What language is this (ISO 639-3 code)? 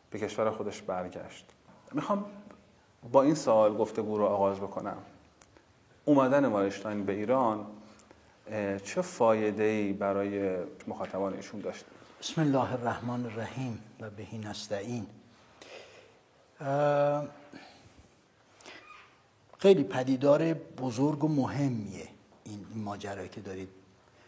fas